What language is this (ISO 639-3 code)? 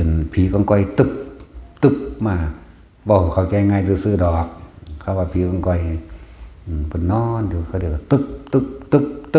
tts